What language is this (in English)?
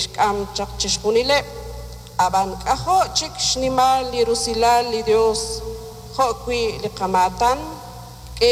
Kekchí